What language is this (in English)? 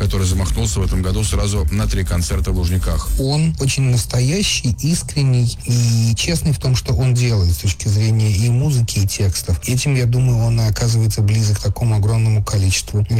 Russian